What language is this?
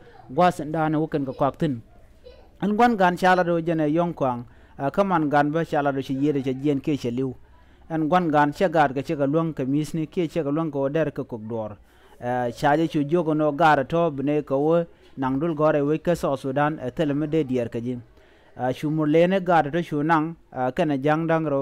Nuer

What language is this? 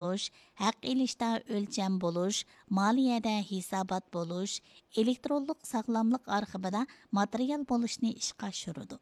Uyghur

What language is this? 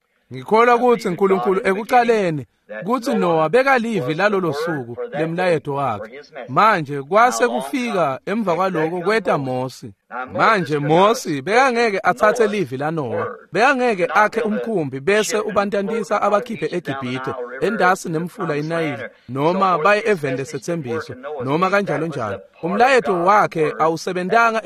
Swati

